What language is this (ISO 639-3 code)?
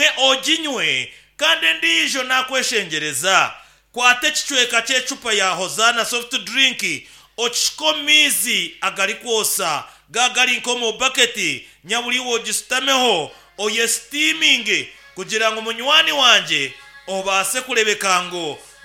nyn